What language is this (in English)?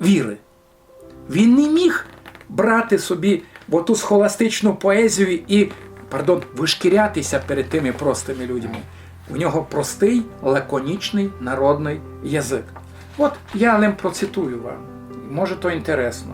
Rusyn